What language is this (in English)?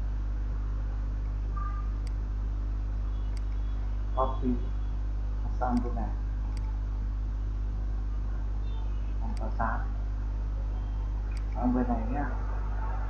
Vietnamese